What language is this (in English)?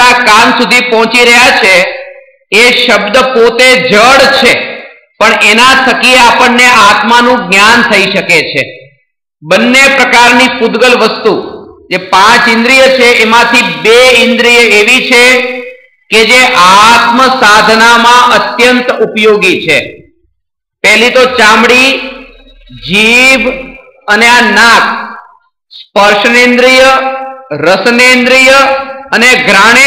Gujarati